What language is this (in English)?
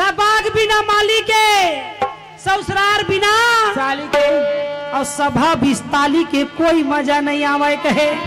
Chhattisgarhi